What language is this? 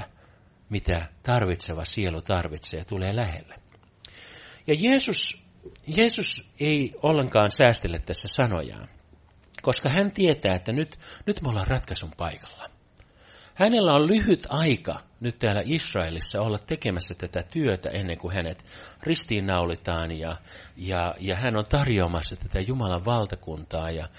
Finnish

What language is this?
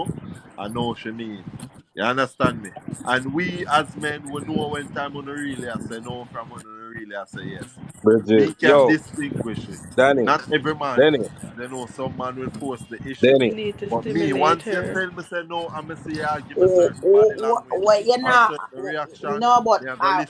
Jamaican Creole English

